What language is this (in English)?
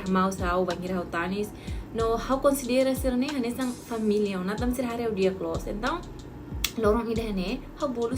Tetum